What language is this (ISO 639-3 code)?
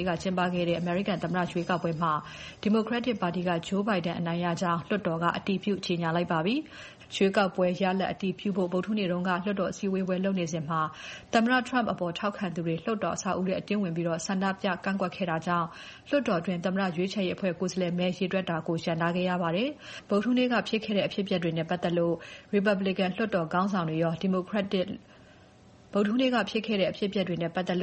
mya